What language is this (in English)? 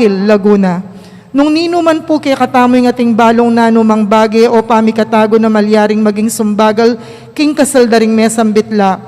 Pampanga